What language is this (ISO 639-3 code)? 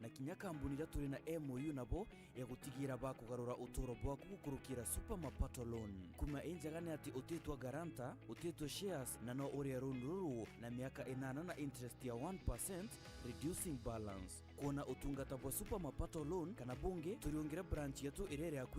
mer